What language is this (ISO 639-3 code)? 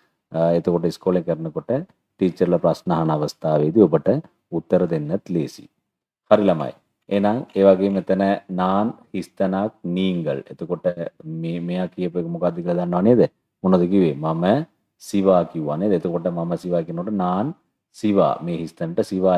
sin